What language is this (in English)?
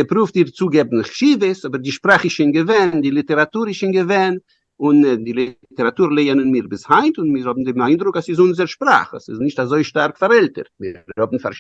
Yiddish